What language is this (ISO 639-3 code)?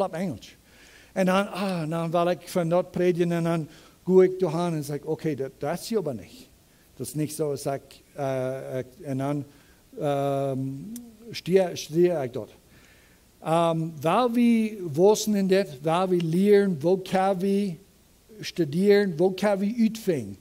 pdt